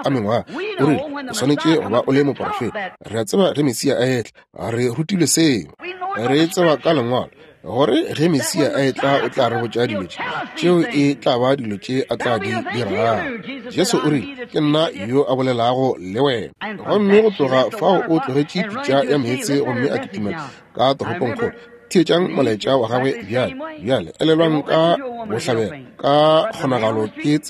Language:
Northern Sotho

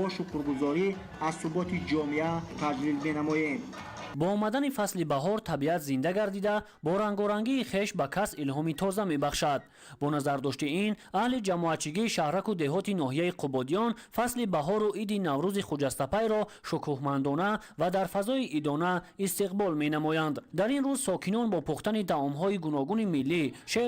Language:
Tajik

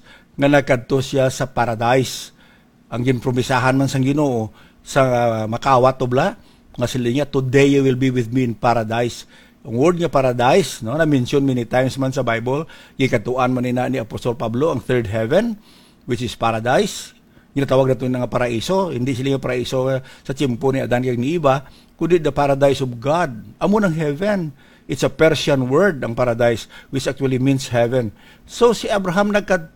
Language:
Hiligaynon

